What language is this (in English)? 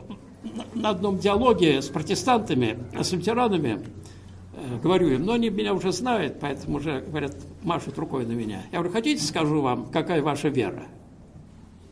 Russian